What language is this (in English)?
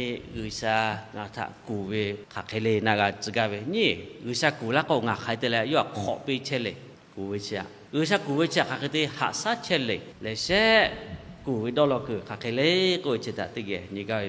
Lahu